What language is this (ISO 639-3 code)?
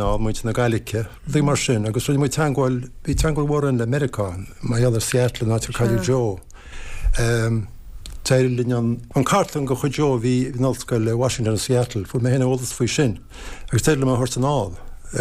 gle